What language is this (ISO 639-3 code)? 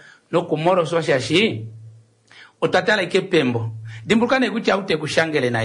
kua